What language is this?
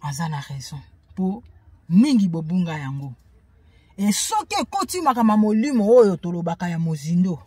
Lingala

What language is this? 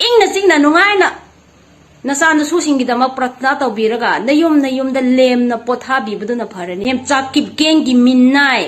Manipuri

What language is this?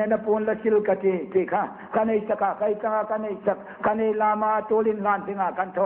Hmar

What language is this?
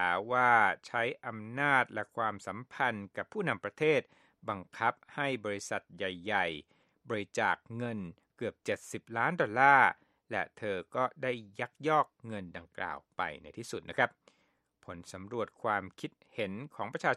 Thai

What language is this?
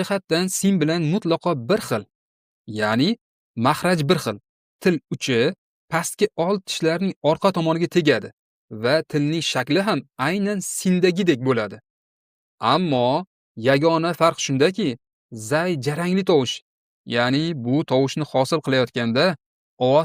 Uzbek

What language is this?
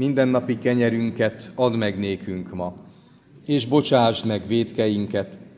Hungarian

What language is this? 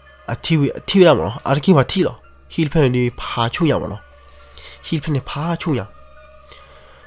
S'gaw Karen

